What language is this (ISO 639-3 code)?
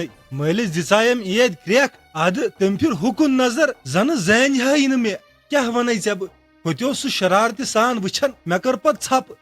kas